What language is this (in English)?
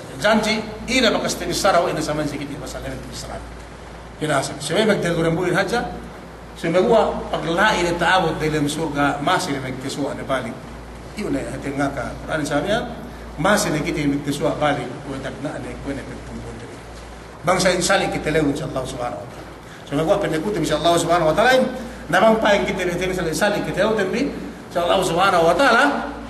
Yakan